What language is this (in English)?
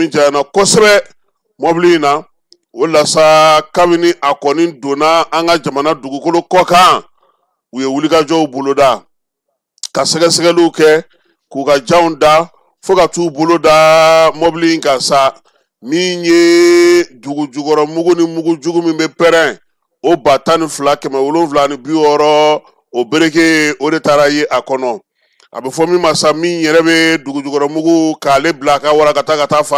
Bambara